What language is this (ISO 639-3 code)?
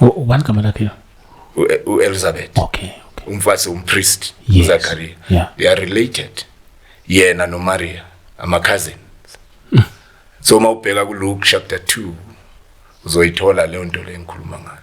zul